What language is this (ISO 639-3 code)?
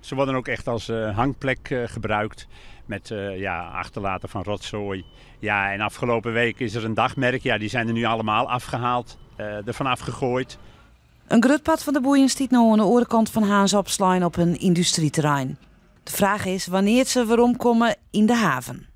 fry